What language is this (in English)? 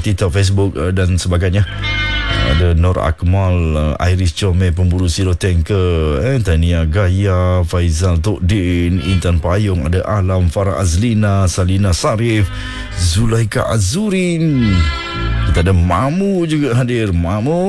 Malay